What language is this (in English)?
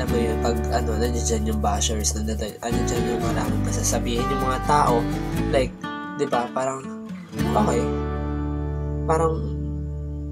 Filipino